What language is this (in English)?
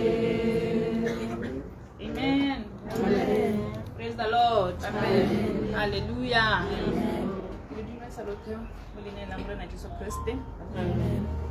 Tswana